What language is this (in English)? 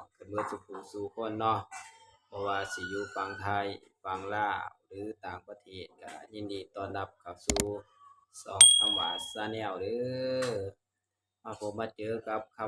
Northeastern Thai